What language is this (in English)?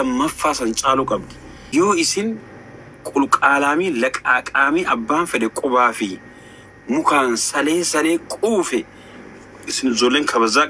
Oromo